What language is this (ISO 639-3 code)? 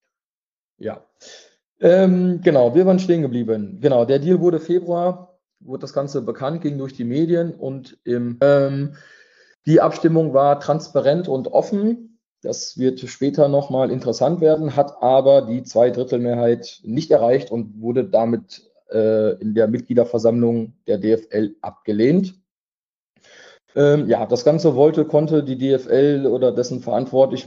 deu